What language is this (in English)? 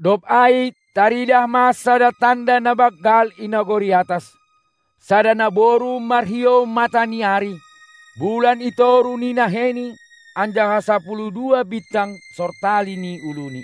Batak Simalungun